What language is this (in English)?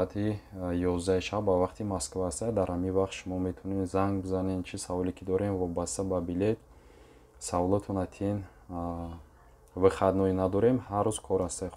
Tajik